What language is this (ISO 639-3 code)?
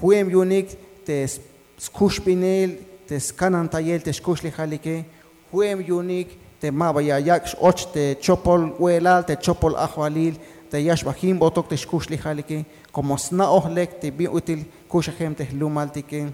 tzh